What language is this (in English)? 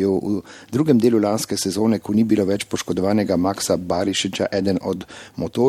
Slovenian